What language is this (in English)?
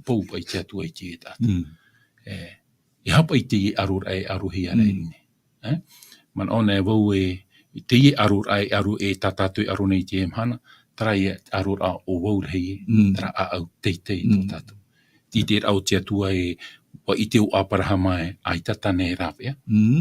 Tahitian